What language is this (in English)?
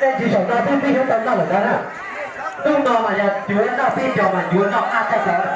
Hmong